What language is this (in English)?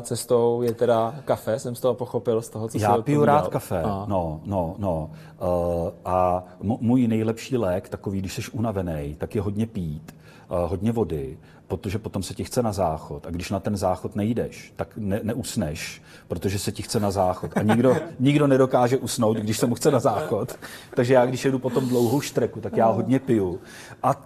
Czech